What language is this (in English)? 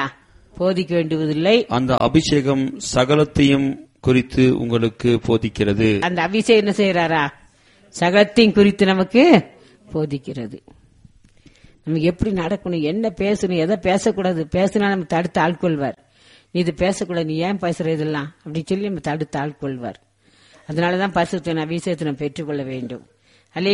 Tamil